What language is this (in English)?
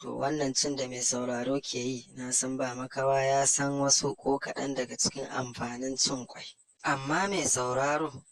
Hausa